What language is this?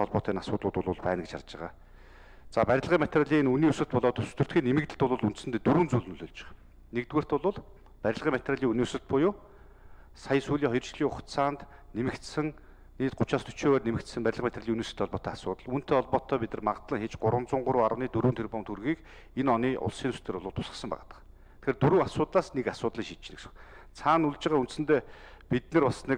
Mongolian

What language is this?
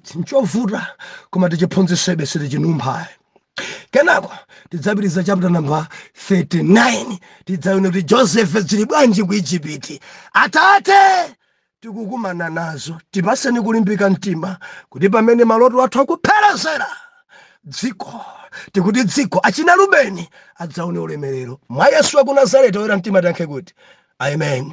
Nyanja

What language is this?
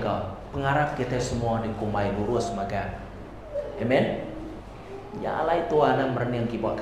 Iban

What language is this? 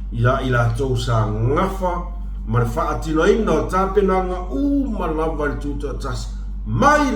Samoan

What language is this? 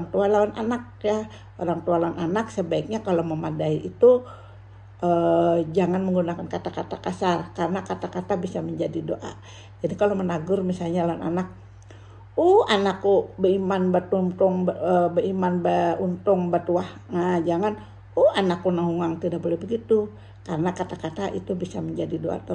Banjar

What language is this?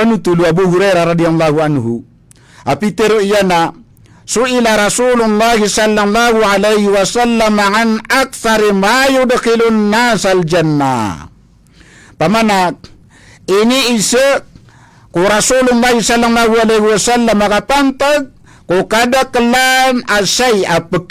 Maranao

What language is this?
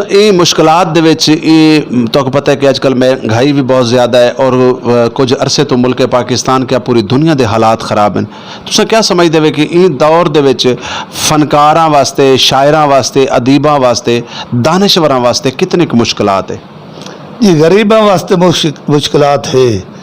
Saraiki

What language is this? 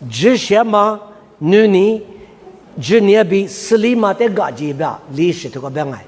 Lisu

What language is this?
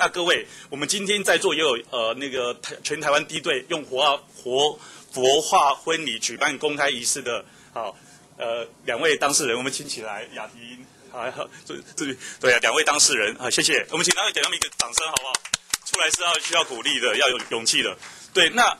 Chinese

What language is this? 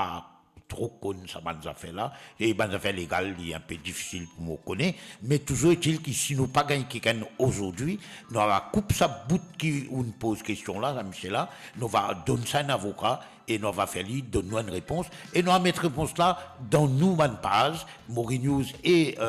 Morisyen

